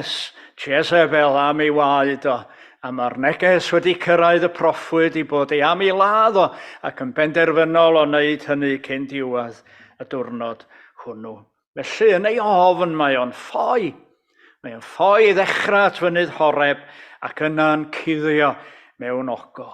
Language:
Welsh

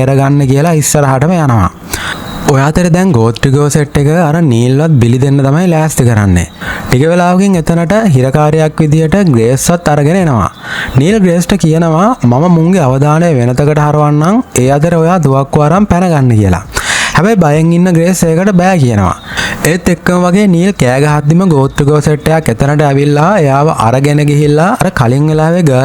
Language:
Sinhala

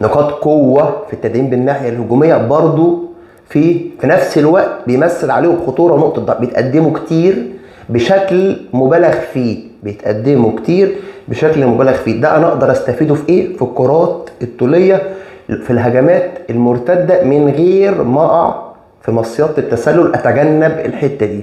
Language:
Egyptian Arabic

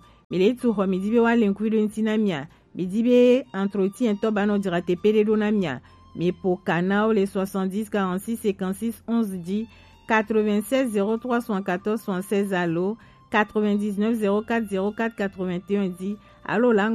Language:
Gen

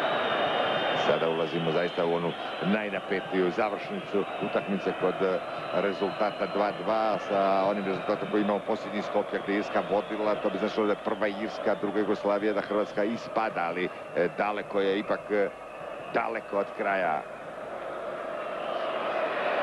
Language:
Croatian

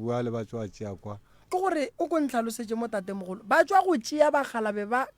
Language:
Northern Sotho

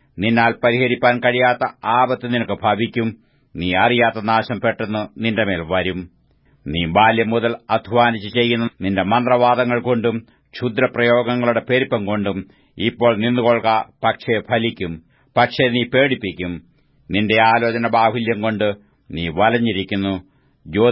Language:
Malayalam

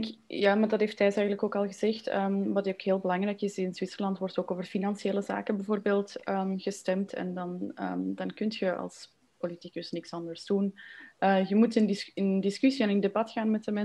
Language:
Dutch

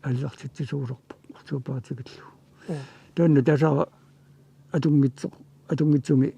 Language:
Kalaallisut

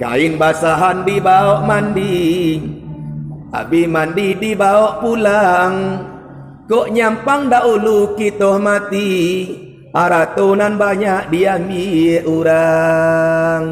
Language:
Minangkabau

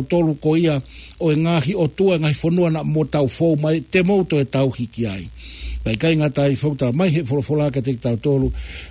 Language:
Tongan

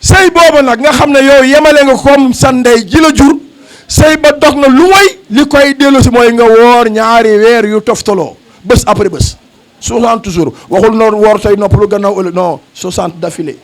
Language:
Wolof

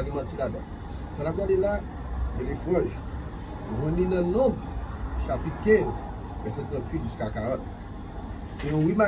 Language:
Haitian Creole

